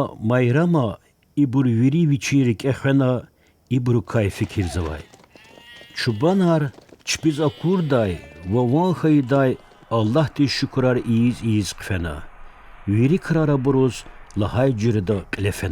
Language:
Lezghian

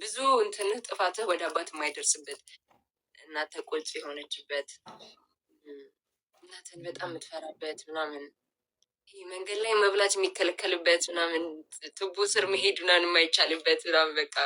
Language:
Amharic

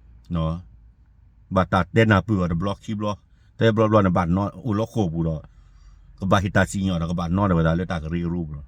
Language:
S'gaw Karen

